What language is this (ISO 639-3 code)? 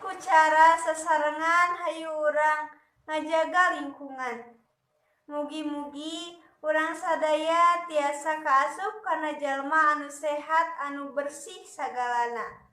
sun